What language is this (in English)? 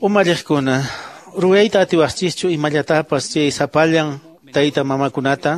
Quechua